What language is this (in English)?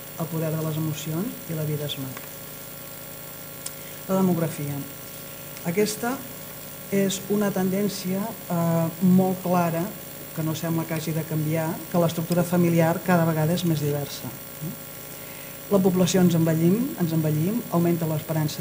Catalan